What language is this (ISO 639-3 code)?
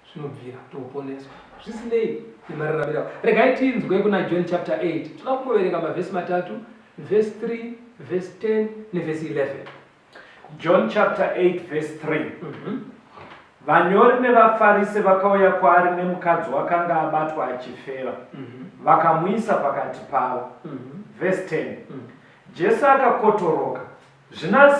sna